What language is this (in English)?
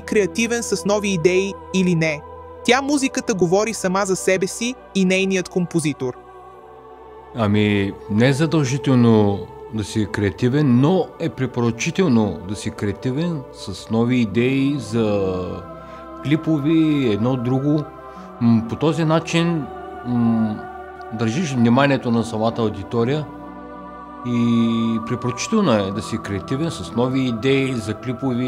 Bulgarian